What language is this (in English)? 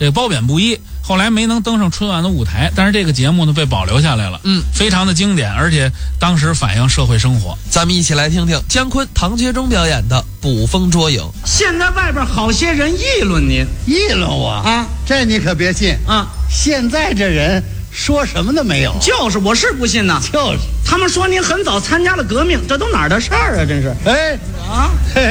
Chinese